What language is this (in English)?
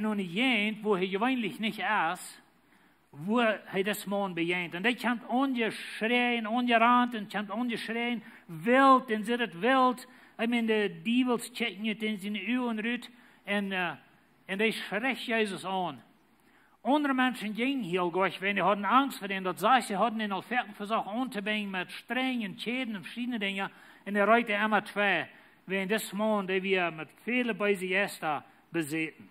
Plautdietsch